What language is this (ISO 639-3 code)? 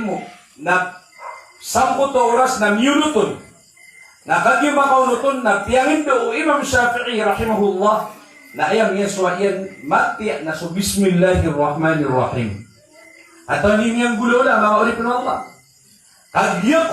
mrw